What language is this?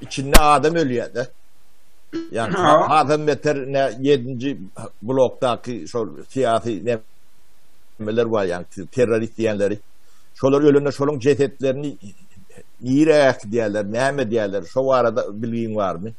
Turkmen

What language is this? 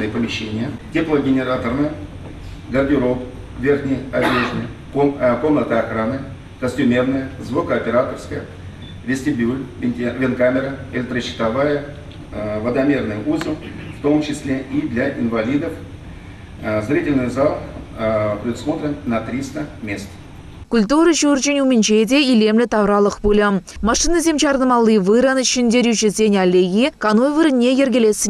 Chuvash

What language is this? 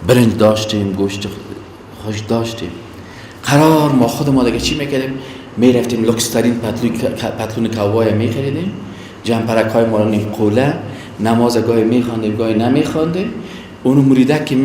Persian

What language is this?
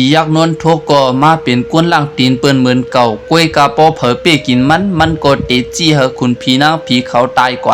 Shan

